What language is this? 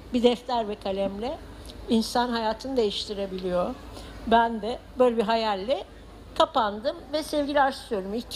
Turkish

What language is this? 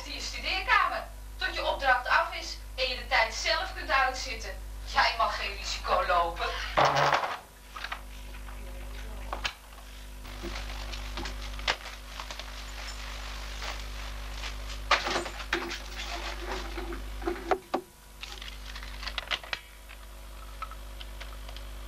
Dutch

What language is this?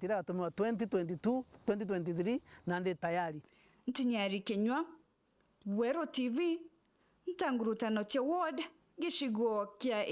Meru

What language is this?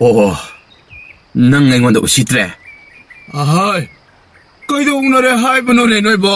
Manipuri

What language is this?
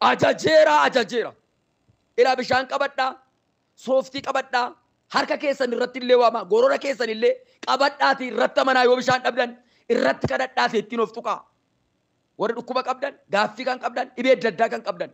Oromo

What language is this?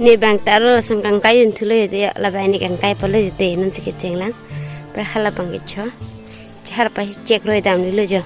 Karbi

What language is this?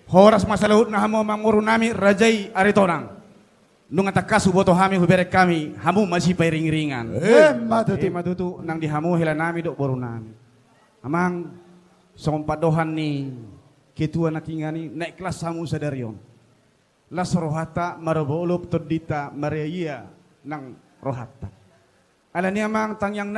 Batak Toba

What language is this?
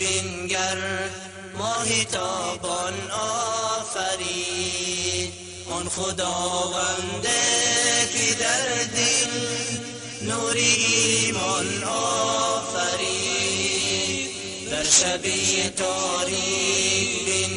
Persian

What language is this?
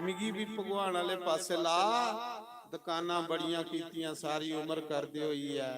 Dogri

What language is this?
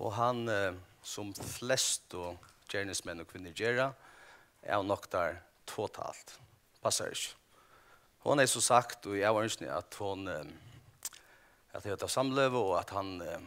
Faroese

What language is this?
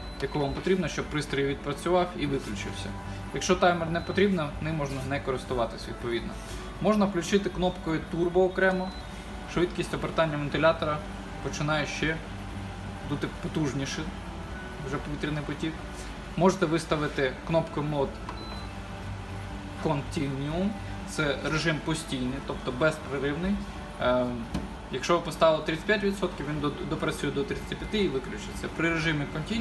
Ukrainian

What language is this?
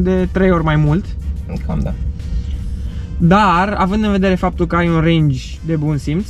Romanian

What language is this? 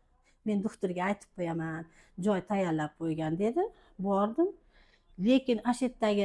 Uzbek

